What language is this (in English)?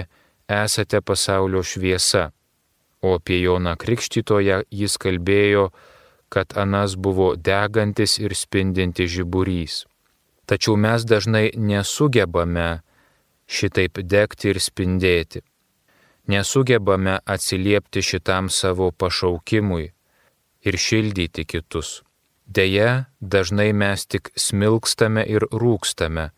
Lithuanian